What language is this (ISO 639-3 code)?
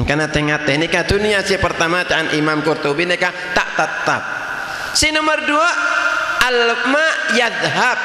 mad